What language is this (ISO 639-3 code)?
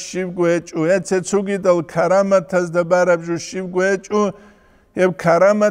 ava